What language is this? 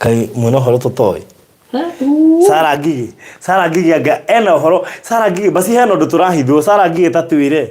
Kikuyu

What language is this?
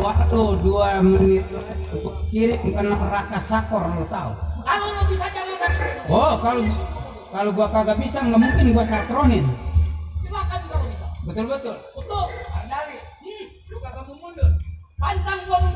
Betawi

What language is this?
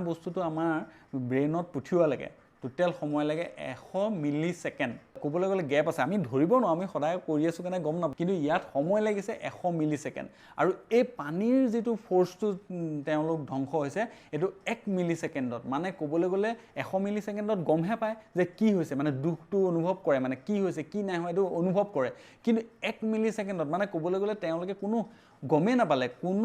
Assamese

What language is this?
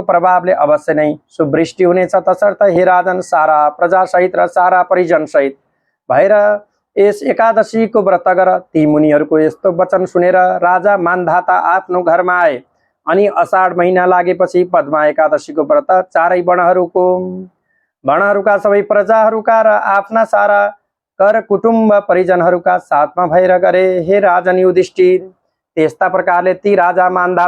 Nepali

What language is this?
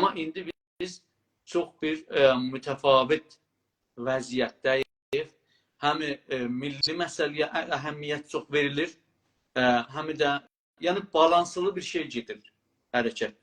South Azerbaijani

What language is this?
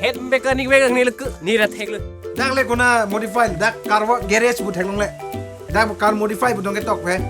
Karbi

